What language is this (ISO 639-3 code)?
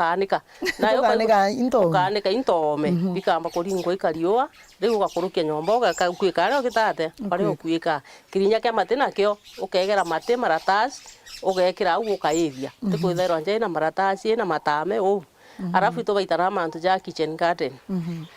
mer